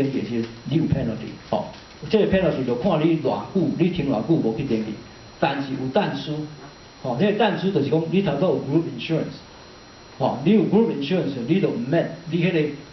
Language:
Min Nan Chinese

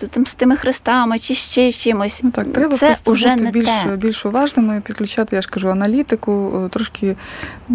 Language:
Ukrainian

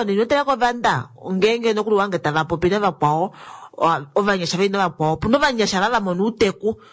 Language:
Kuanyama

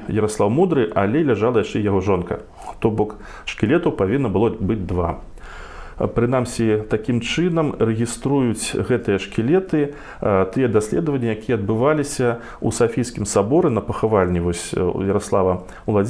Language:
Belarusian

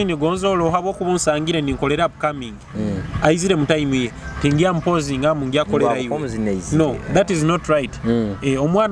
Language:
Nyoro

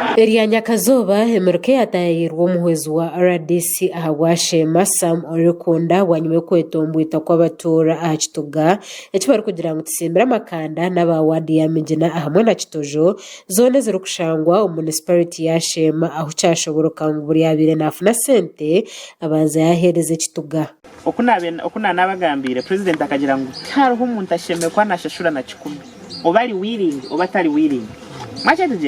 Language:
Nyankole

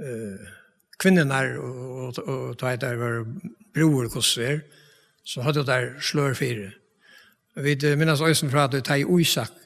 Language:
Faroese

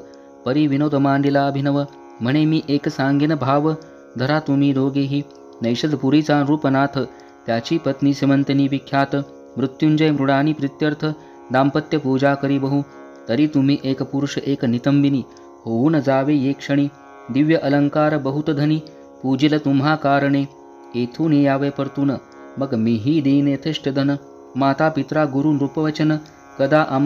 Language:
Marathi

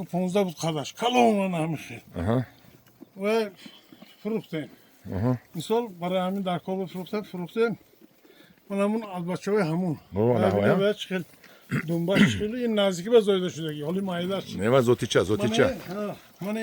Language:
Tajik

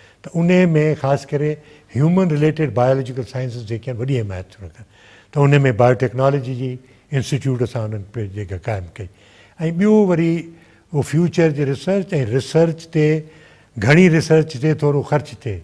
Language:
Sindhi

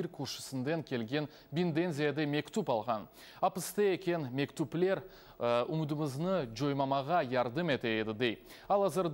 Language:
Crimean Tatar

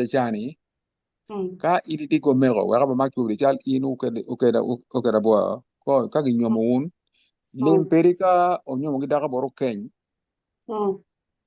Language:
Acoli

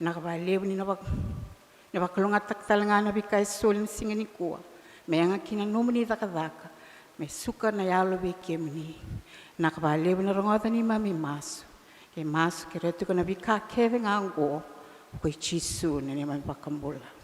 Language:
Fijian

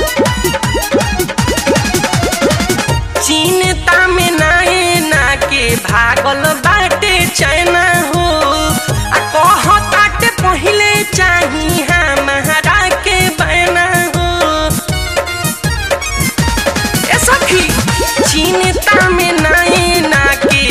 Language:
Bhojpuri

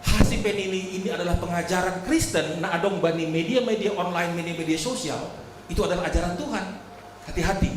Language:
Batak Simalungun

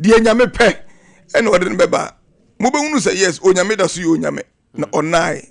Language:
Akan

